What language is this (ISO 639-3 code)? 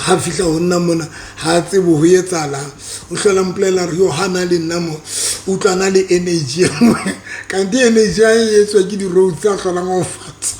sot